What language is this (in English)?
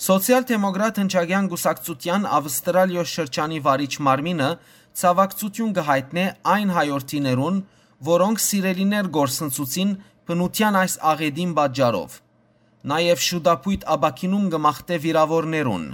Western Armenian